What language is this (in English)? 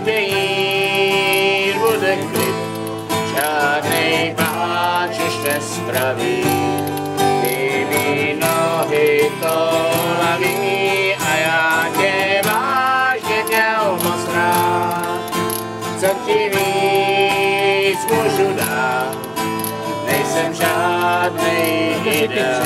Czech